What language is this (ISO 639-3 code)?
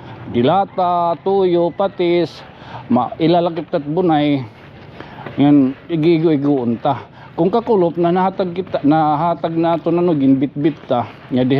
war